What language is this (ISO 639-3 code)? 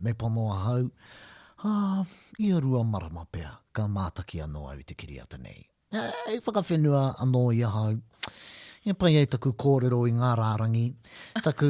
mri